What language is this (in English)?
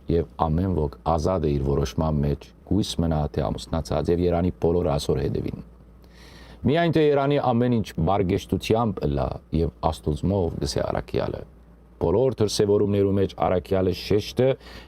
Western Armenian